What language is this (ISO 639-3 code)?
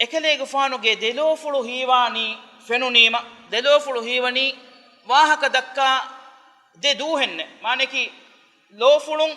div